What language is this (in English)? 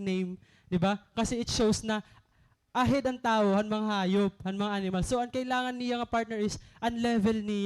Waray